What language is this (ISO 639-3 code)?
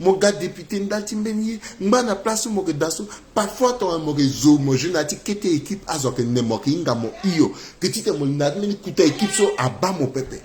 sag